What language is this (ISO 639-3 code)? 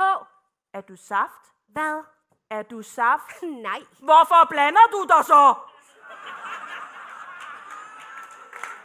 dan